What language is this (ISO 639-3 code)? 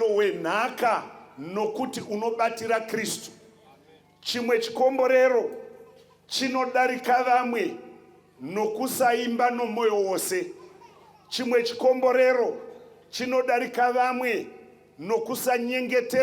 sna